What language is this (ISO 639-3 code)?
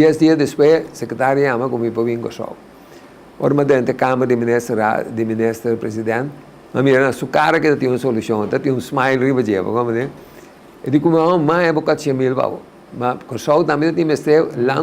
pap